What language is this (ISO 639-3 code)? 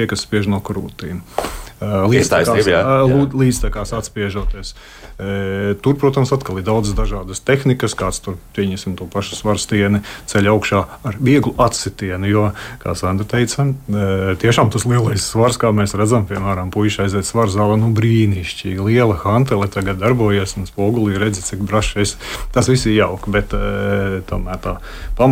lav